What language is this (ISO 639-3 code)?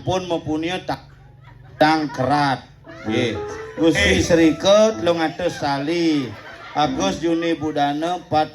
ban